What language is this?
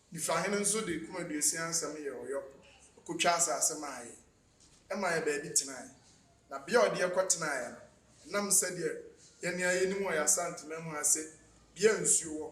Akan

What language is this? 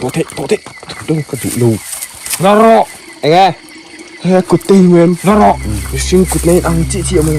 Mizo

